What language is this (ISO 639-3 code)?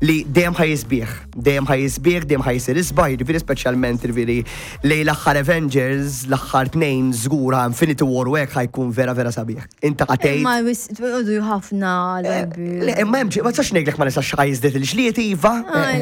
mlt